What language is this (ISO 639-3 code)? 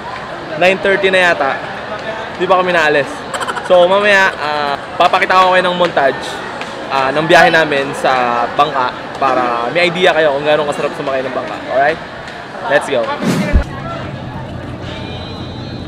fil